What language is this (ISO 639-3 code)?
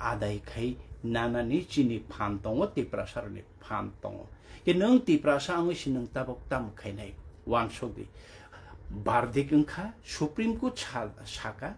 trp